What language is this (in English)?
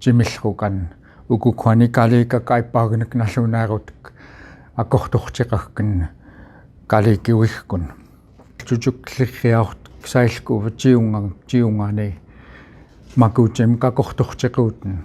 Central Yupik